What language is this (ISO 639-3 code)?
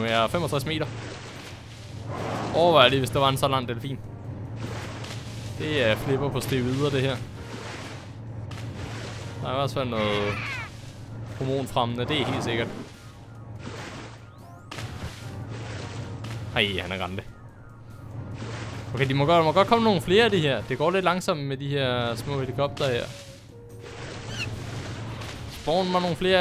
dan